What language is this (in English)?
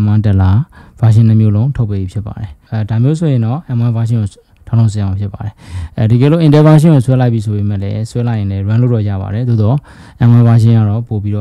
Burmese